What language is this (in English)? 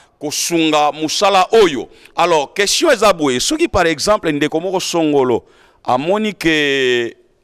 Lingala